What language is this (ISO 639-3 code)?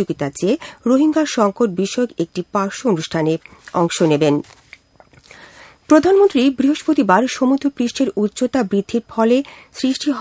ben